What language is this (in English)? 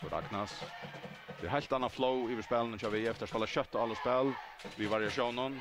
Faroese